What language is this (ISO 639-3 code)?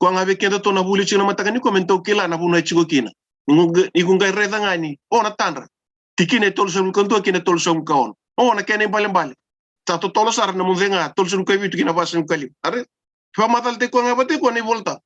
fij